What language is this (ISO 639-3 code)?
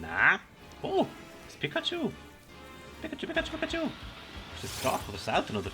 gsw